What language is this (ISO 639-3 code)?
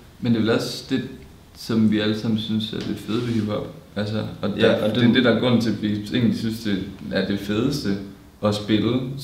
dan